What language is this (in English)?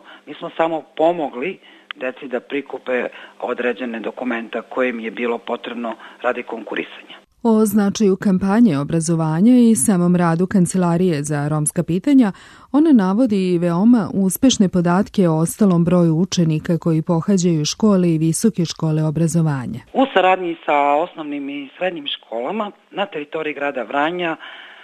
Serbian